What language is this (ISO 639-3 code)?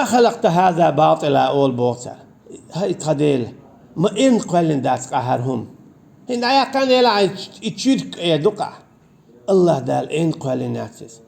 che